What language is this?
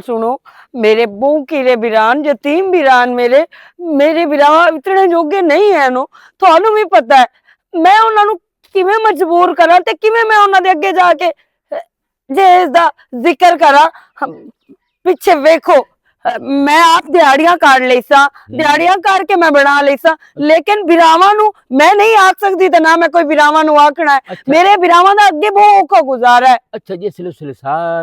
Western Panjabi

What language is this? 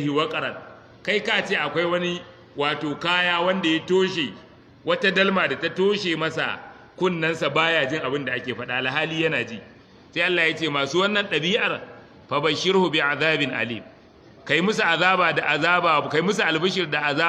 Hausa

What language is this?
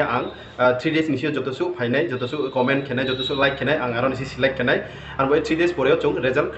Riang (India)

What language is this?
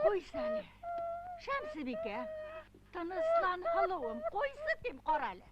Bashkir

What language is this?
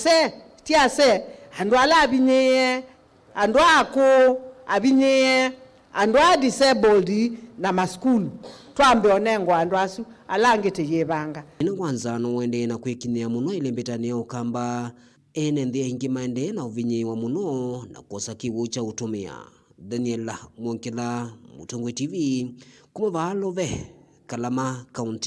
Kamba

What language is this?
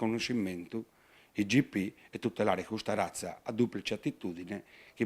Sardinian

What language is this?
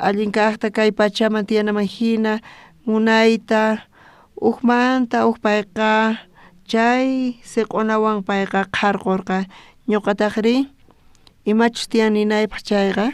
South Bolivian Quechua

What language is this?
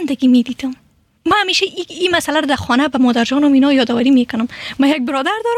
Persian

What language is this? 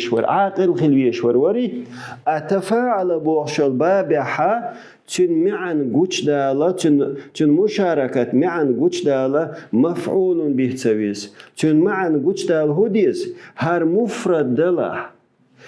Chechen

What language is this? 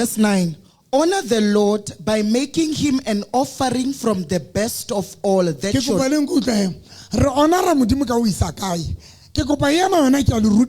Southern Sotho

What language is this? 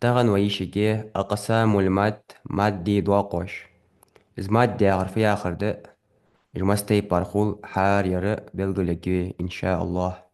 Ingush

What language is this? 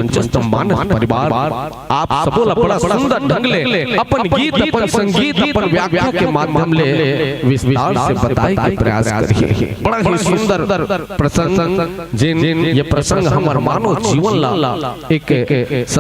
Chhattisgarhi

